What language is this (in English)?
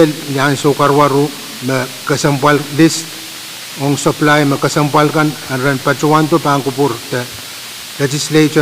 Pohnpeian